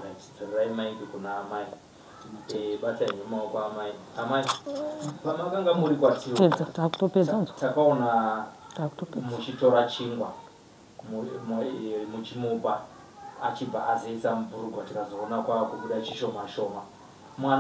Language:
Shona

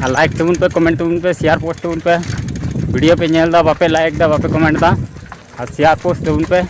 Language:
Santali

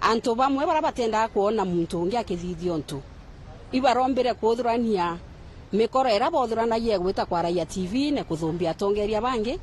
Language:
Meru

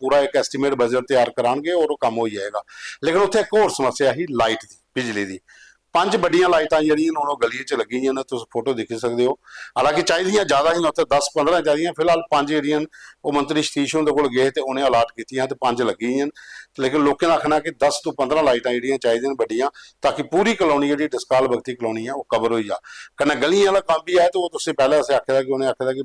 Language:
Dogri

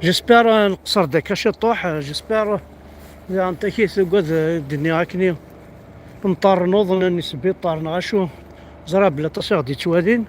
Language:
Kabyle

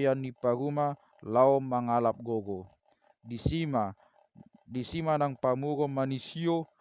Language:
Batak Toba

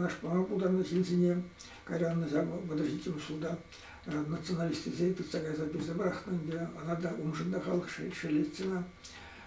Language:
Chuvash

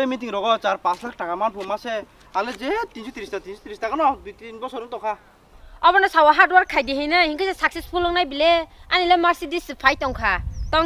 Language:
Kok Borok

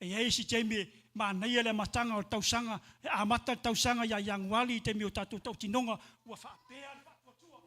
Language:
Samoan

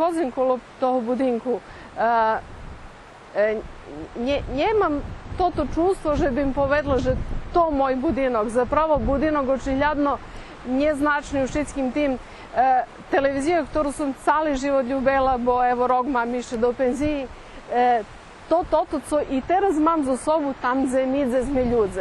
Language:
Rusyn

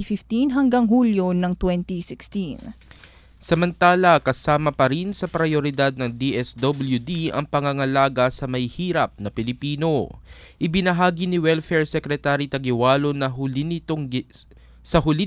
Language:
Filipino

